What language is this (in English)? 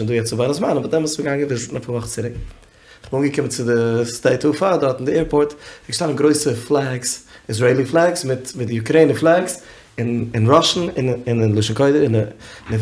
Yiddish